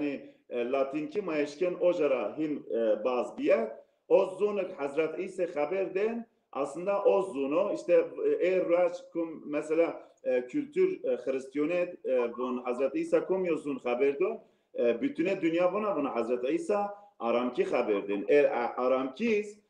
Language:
Zaza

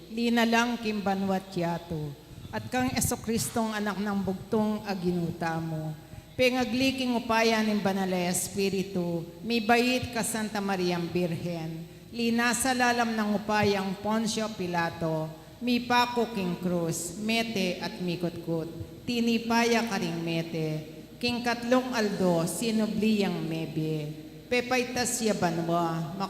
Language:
Pampanga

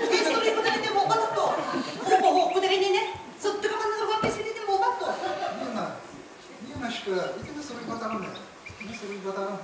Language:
Yakut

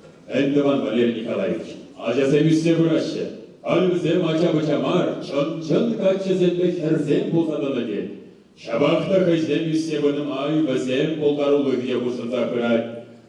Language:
Chuvash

